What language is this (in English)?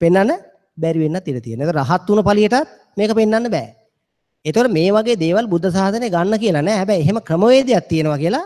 Sinhala